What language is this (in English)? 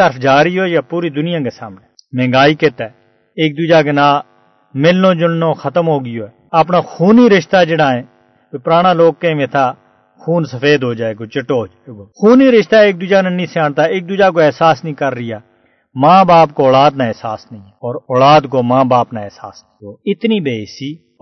Gujari